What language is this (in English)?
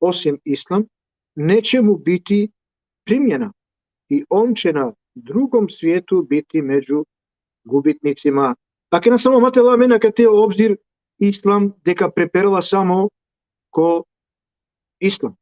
Balkan Romani